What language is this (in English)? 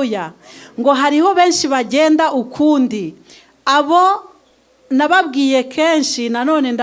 Kinyarwanda